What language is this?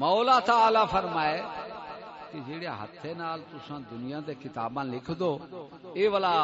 Saraiki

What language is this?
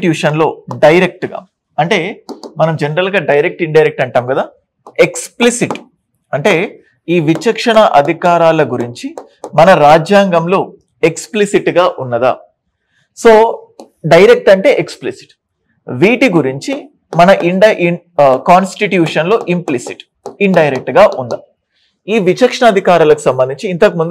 Telugu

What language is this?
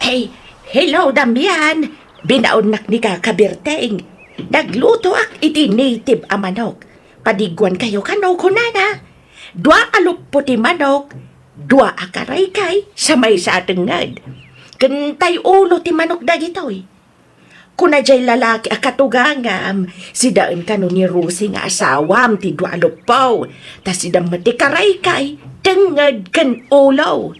Iloko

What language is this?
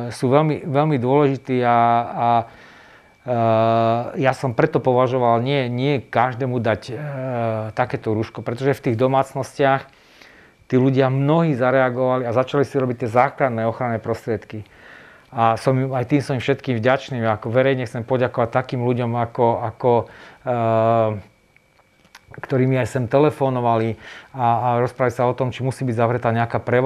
Slovak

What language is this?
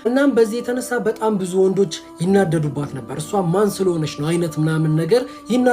Amharic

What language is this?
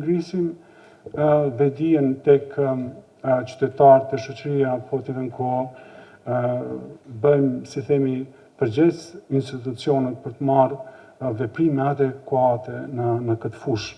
Albanian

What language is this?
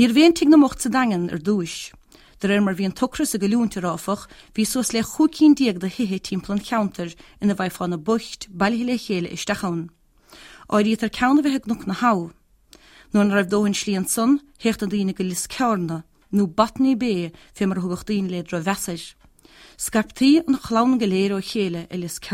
Irish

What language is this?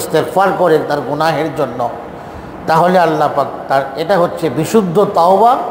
Bangla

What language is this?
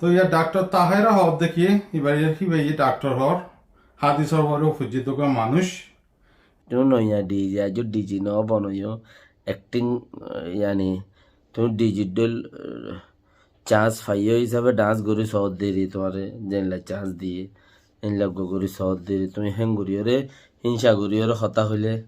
Rohingya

